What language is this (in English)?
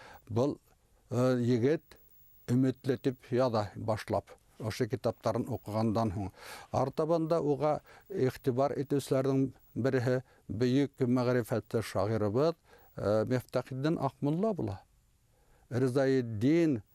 Bashkir